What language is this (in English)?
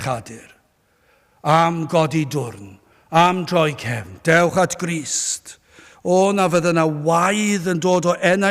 Welsh